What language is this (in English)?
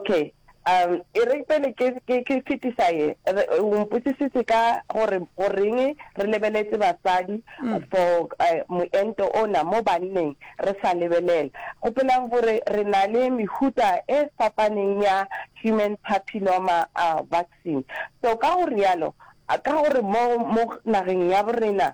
Northern Sotho